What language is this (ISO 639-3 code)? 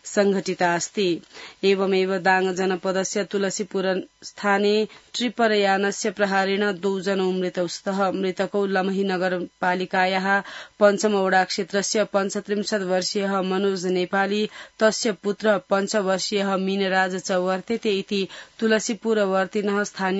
san